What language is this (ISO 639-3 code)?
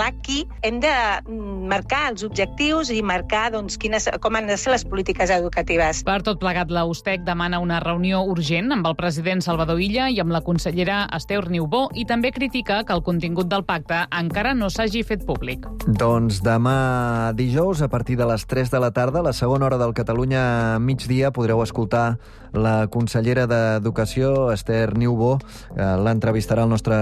cat